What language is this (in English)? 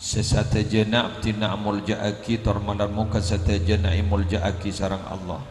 Madurese